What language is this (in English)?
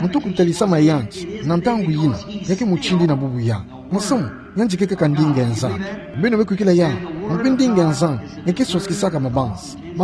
Kituba (Democratic Republic of Congo)